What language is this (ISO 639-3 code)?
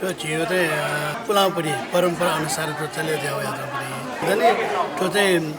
new